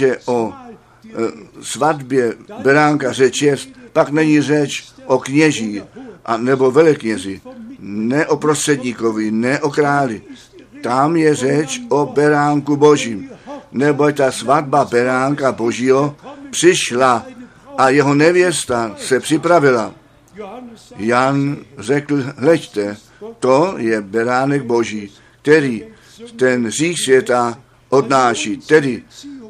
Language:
Czech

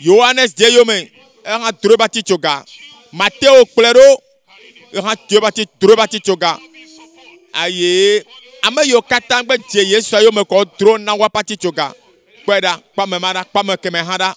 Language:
Ewe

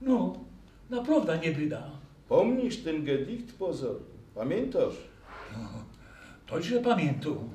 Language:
Silesian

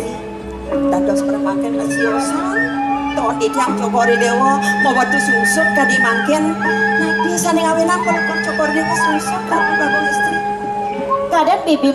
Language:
Balinese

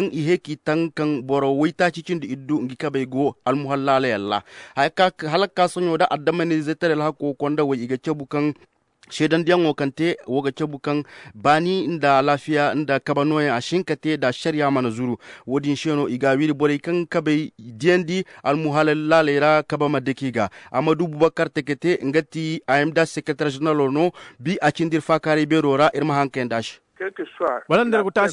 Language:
Koyraboro Senni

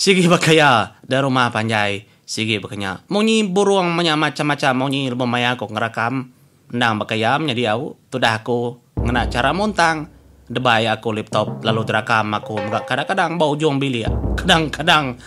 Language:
Iban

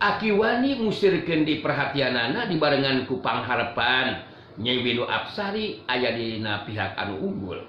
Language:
Sundanese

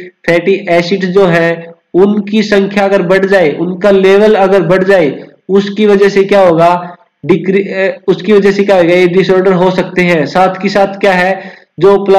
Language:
Hindi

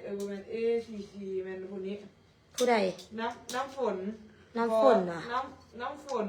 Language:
Lao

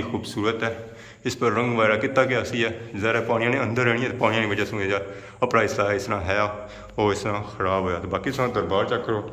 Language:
Pahari-Potwari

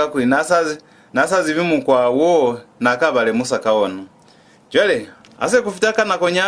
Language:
Lozi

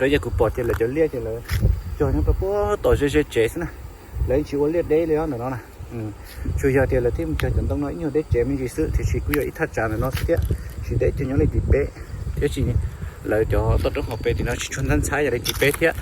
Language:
Hmong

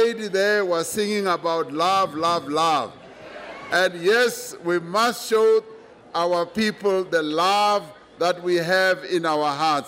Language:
English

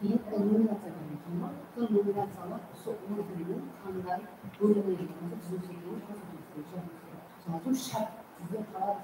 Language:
Kara-Kalpak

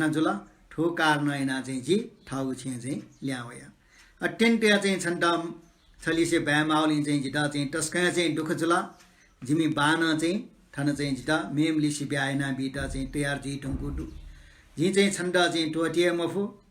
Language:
Newari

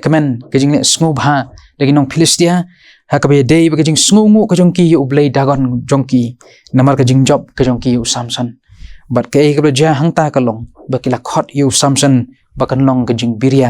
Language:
Khasi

